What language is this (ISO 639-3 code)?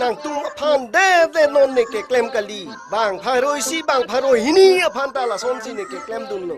mjw